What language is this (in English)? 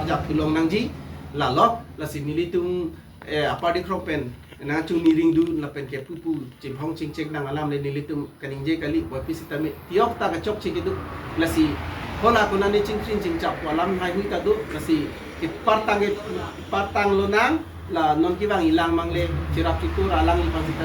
Karbi